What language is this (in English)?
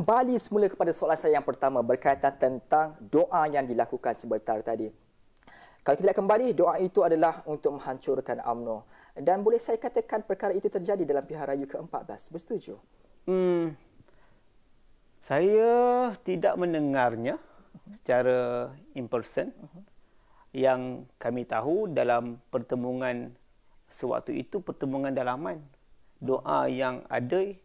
Malay